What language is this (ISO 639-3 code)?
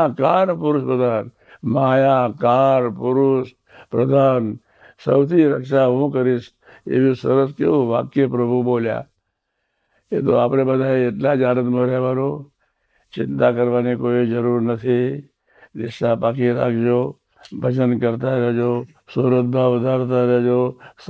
guj